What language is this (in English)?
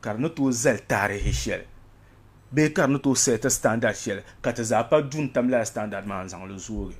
Dagbani